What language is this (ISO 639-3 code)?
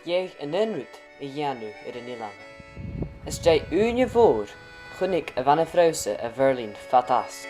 gla